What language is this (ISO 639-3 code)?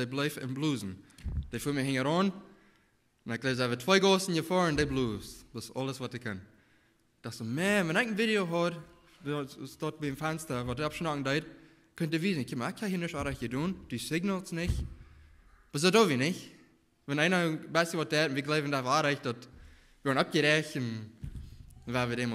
pdt